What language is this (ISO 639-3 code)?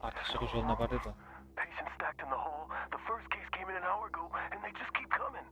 kaa